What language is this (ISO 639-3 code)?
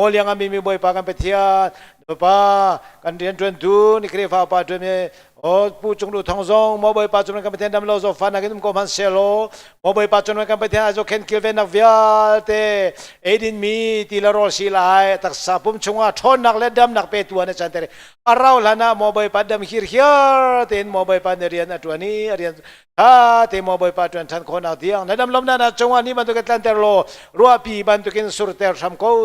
cnh